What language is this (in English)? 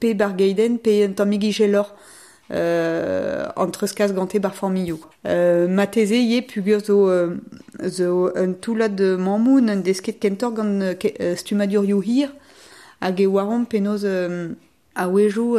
Breton